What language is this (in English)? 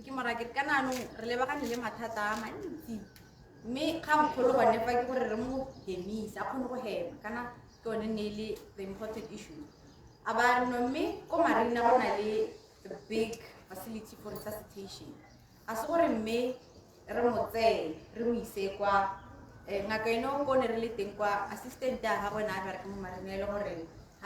Tswana